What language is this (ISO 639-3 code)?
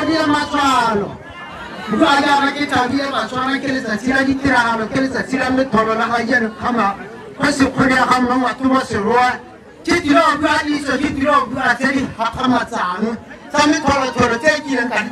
tsn